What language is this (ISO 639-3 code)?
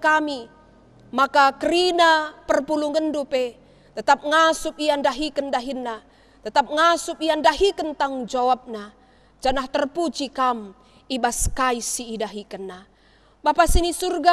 btx